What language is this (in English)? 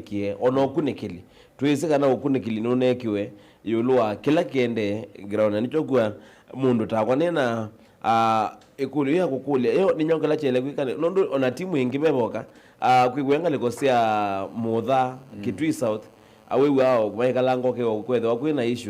Kamba